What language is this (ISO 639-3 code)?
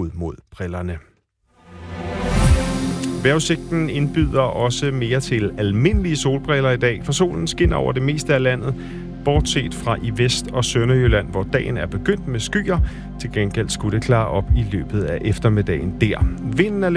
dan